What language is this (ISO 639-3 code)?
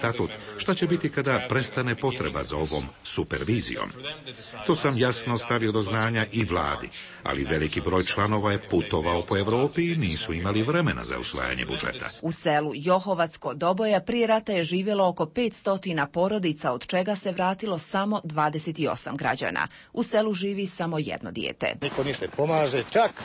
bos